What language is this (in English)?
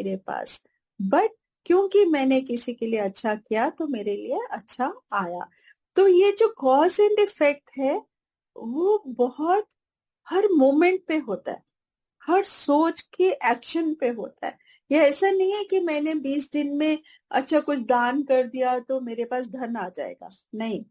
Hindi